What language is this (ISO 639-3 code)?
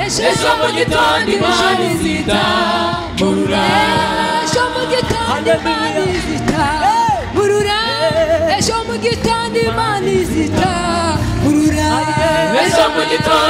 kin